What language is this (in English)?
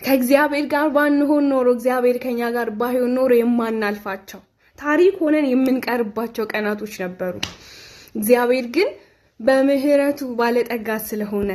Amharic